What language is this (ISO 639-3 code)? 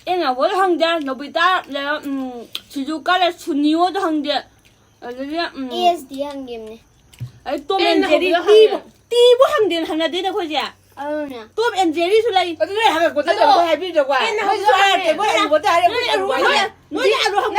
mni